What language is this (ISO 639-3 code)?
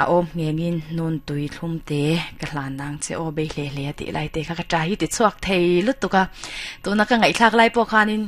lus